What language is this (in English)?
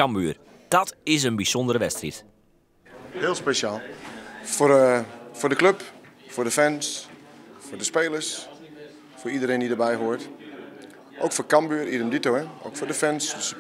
Western Frisian